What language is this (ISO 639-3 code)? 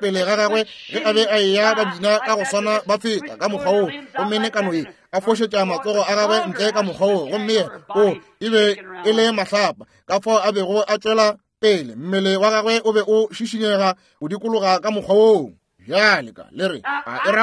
nso